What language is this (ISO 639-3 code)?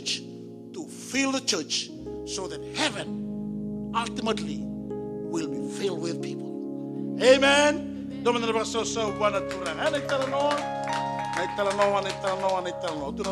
fij